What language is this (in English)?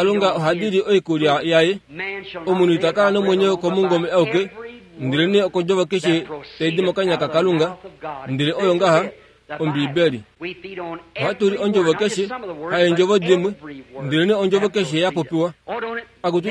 Kuanyama